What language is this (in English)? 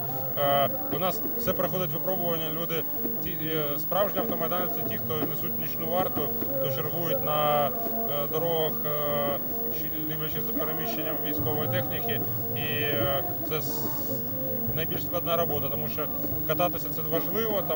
Ukrainian